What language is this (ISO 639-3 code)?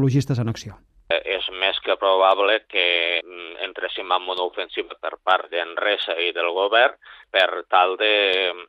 cat